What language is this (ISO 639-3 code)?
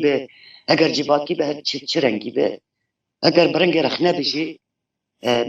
kur